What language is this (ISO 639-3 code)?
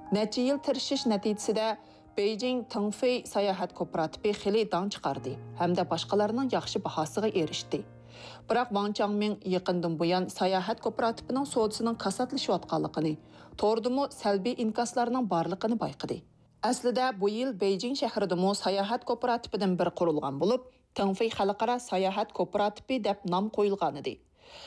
uig